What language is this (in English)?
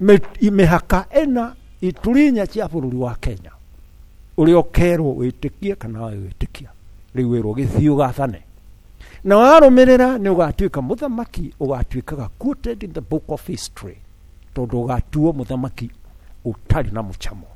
Kikuyu